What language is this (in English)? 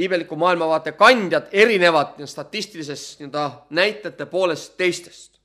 Estonian